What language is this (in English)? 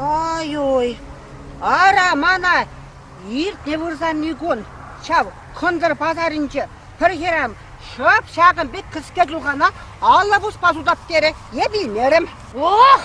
Chuvash